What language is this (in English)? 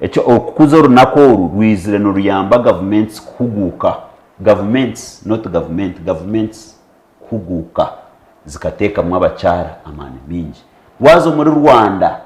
Nyankole